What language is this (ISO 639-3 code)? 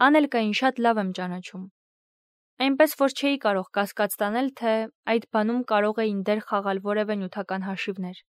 hye